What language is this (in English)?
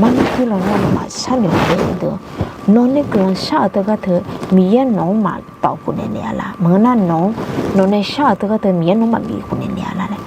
Akha